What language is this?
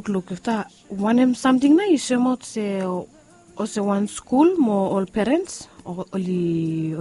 Bislama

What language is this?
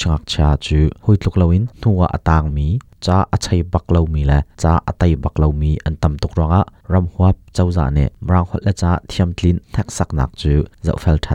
Hakha Chin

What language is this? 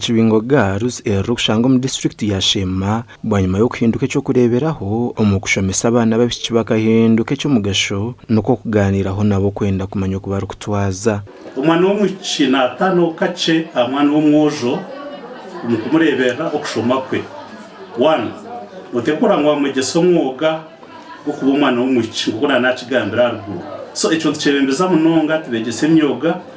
Nyankole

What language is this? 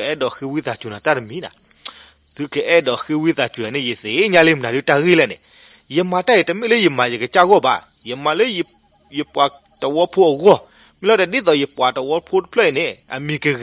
S'gaw Karen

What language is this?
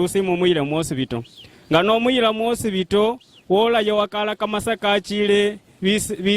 Luyia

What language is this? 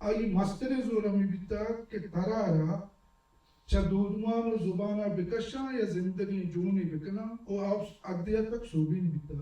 Baluchi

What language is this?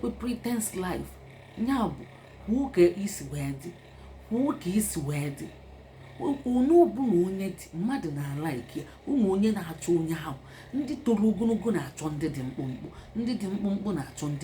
Igbo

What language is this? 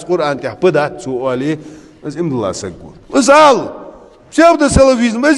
Ingush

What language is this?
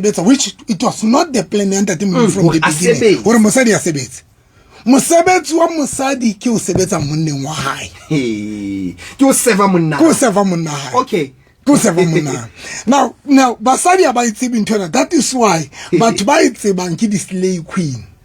Southern Sotho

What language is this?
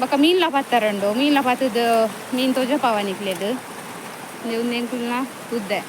Tulu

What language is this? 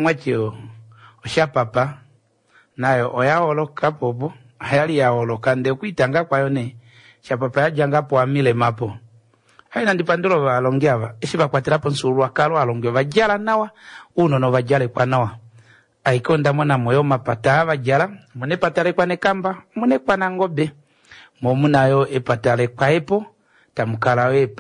Kuanyama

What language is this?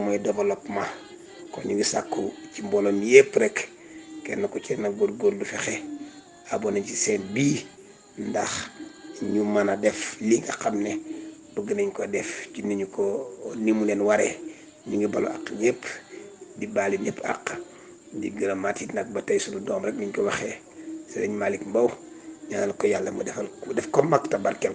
Wolof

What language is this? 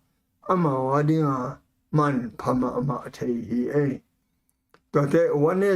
Tedim Chin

